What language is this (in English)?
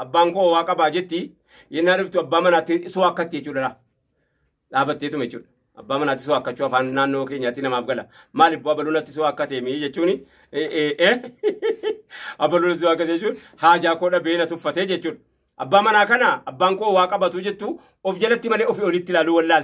Oromo